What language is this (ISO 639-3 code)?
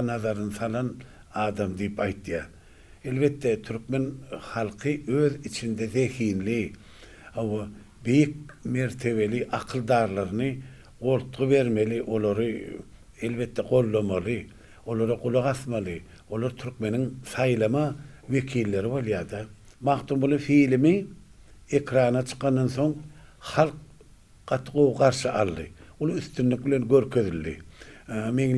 tuk